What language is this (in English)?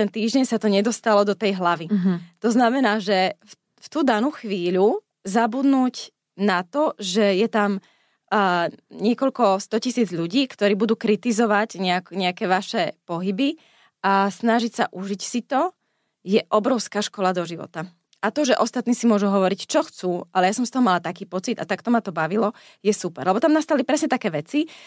Slovak